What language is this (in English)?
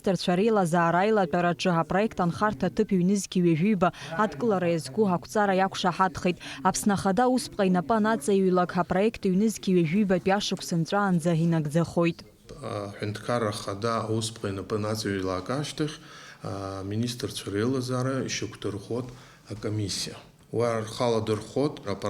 Abkhazian